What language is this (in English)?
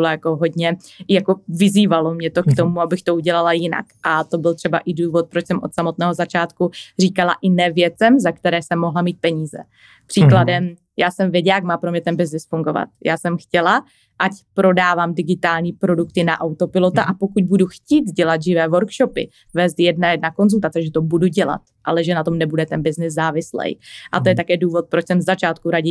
Czech